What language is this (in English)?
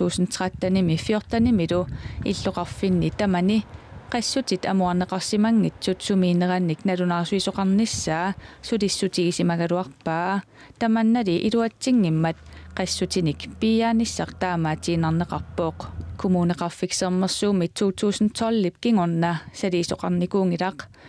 Kalaallisut